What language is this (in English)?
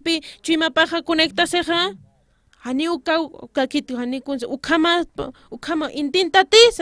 Aymara